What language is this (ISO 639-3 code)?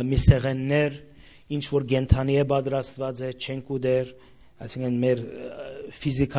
hyw